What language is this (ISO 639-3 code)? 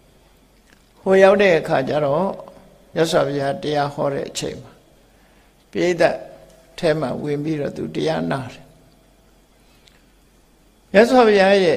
mya